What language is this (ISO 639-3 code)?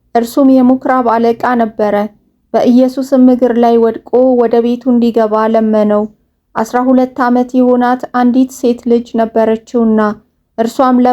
amh